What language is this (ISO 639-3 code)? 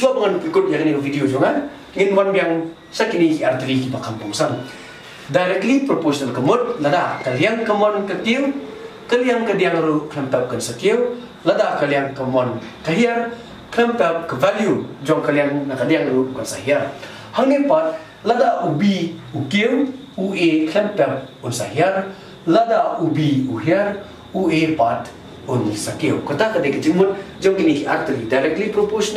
kha